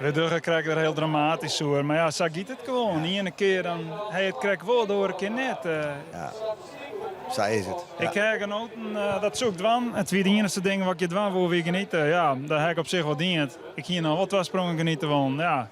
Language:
Western Frisian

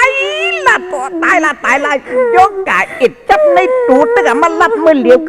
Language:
Shan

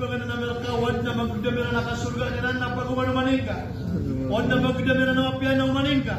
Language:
Maranao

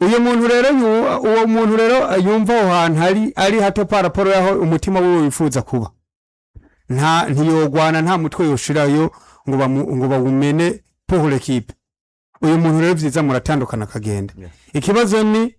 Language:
Rundi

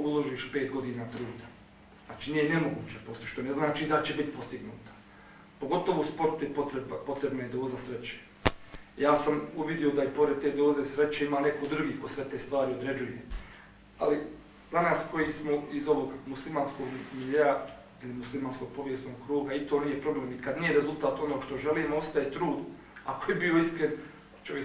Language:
Bosnian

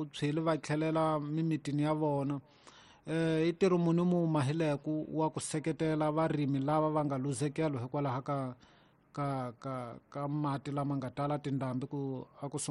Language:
Tsonga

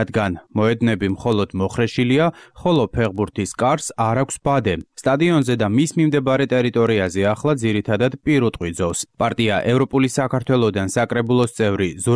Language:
Georgian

